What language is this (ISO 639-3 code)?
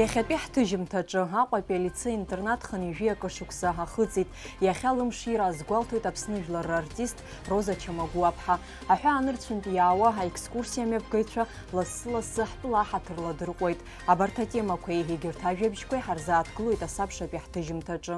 abk